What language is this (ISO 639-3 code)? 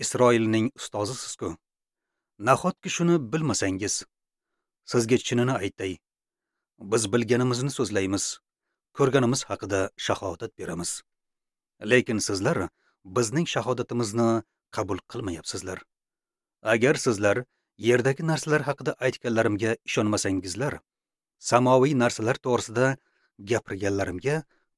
uzb